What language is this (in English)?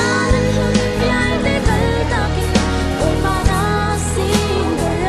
Hakha Chin